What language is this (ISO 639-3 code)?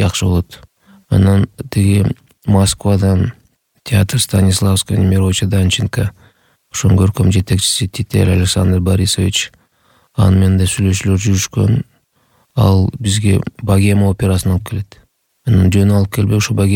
kir